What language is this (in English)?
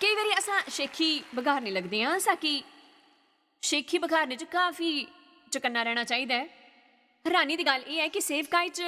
Dogri